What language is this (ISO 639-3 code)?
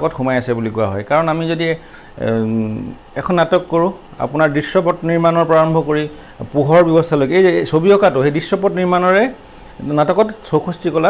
asm